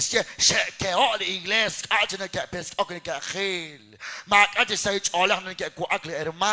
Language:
Kekchí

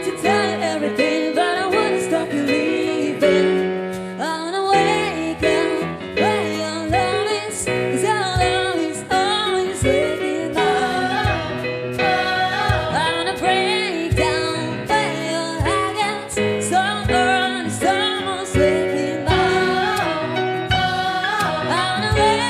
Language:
English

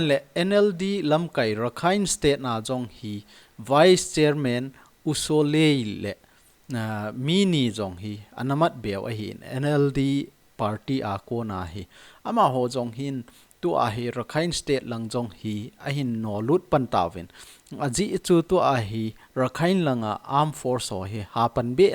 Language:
Thado Chin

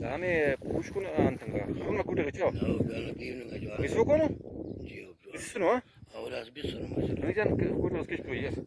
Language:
Brahui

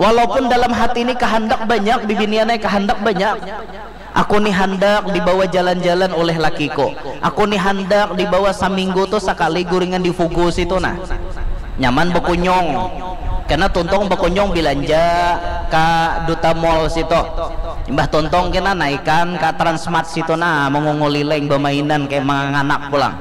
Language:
Banjar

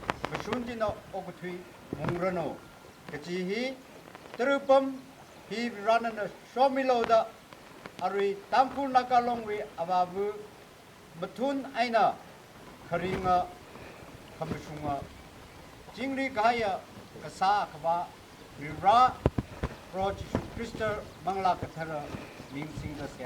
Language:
Tangkhul Naga (India)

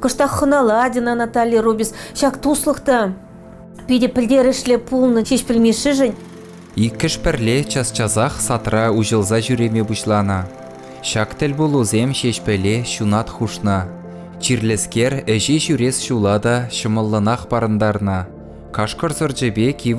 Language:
Chuvash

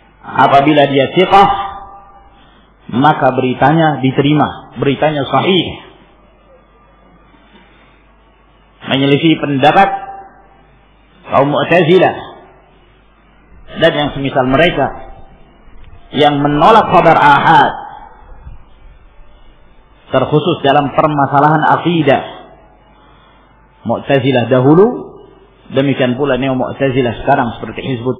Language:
Indonesian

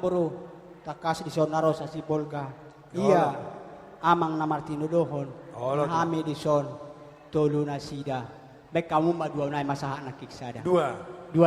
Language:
Batak Toba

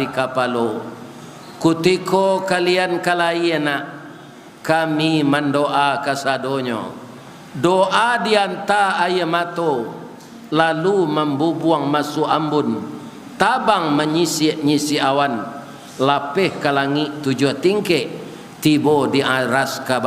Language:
Minangkabau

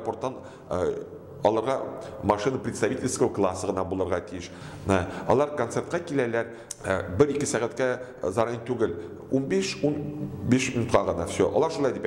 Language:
Tatar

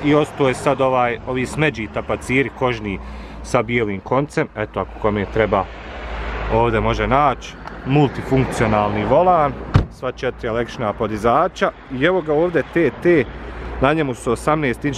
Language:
Bosnian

